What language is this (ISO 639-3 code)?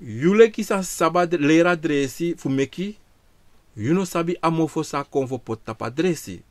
srn